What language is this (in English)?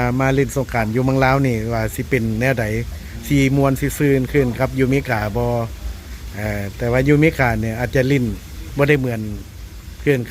Lao